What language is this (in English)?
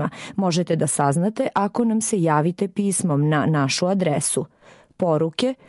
Serbian